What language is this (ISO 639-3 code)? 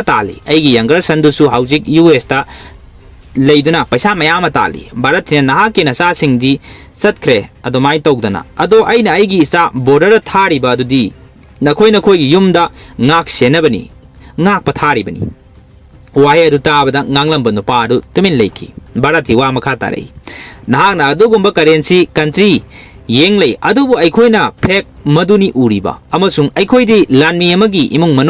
mni